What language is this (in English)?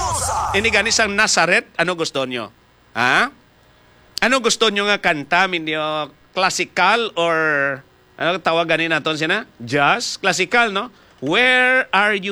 Hiligaynon